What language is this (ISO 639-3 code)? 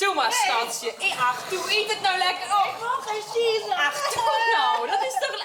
fry